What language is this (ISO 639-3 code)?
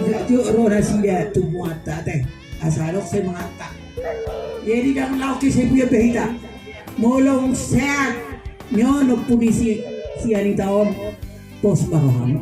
bbc